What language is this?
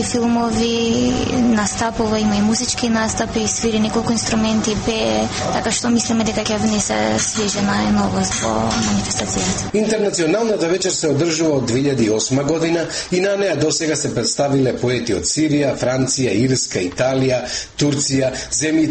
Macedonian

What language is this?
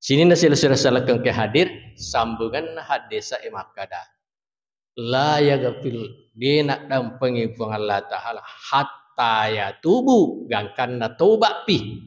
Buginese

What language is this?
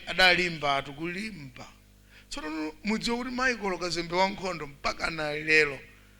Nyanja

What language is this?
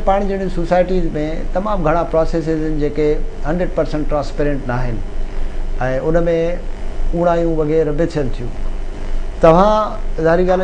Sindhi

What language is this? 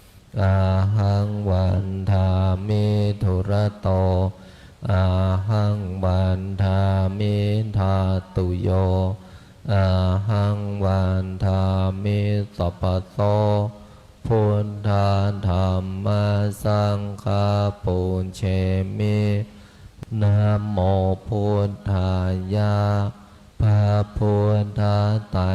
Pali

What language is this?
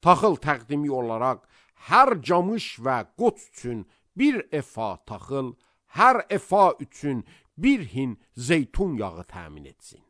Azerbaijani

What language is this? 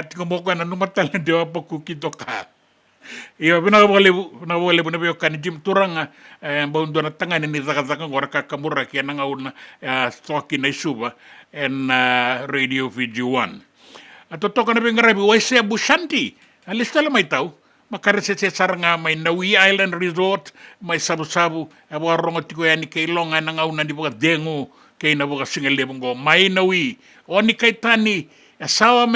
Fijian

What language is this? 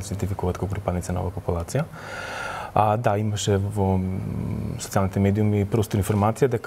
Macedonian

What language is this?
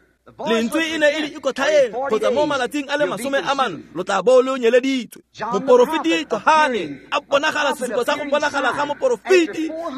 Tswana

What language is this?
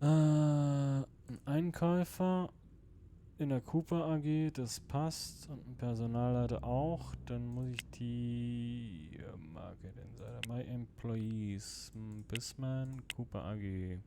Swiss German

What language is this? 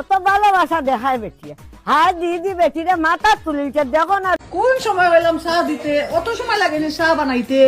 Sylheti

